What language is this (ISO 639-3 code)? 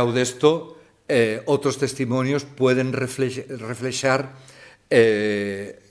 ast